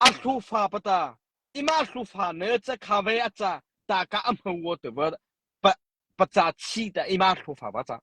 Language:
Mara Chin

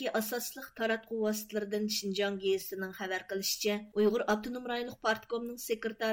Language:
Uyghur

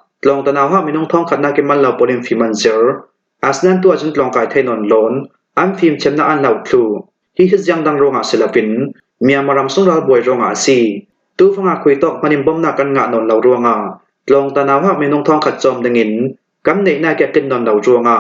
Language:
Falam Chin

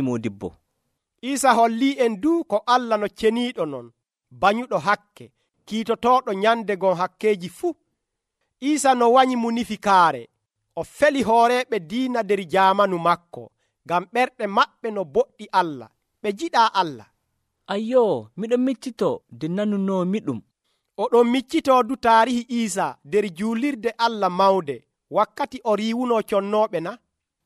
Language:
Nigerian Fulfulde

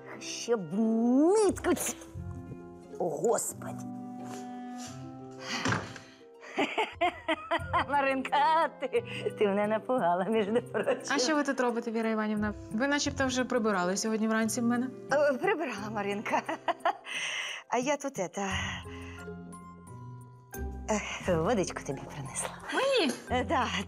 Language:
Ukrainian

